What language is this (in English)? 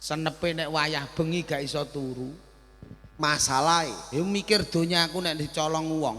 Javanese